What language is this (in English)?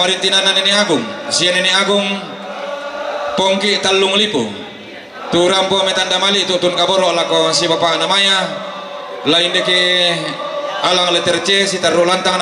Toraja-Sa'dan